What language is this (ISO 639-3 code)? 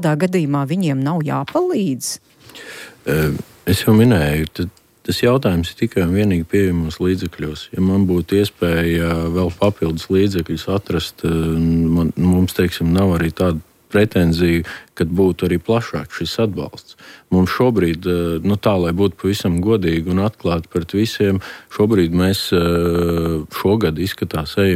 lav